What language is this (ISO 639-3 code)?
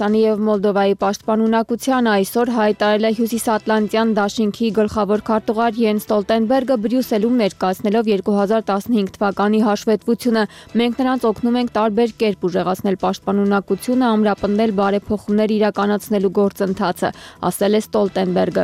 hye